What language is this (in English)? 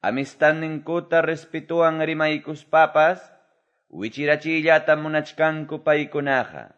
Quechua